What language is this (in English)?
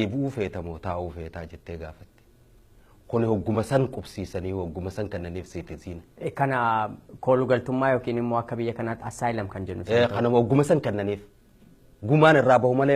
Oromo